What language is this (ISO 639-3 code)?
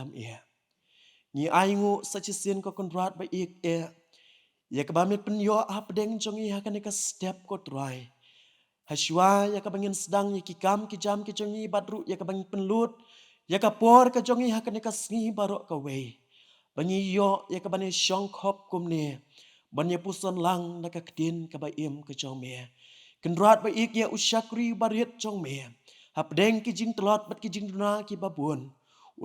kha